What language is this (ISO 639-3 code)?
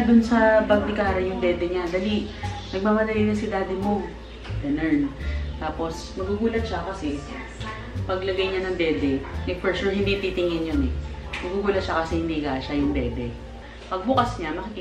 fil